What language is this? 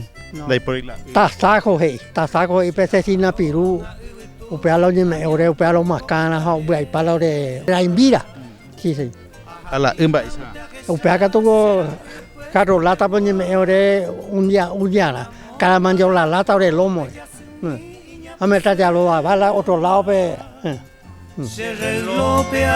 Guarani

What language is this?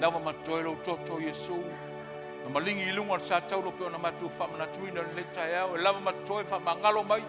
Samoan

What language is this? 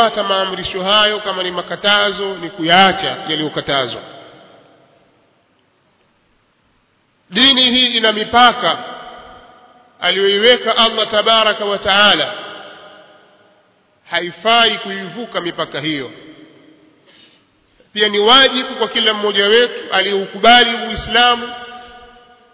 Swahili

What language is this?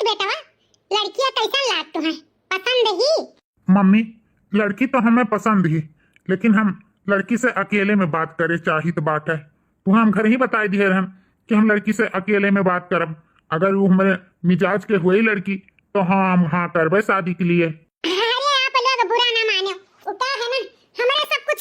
Awadhi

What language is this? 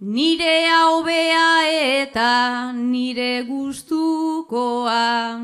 Basque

